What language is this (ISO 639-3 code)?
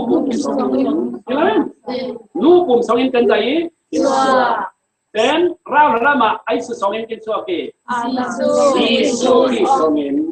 cfm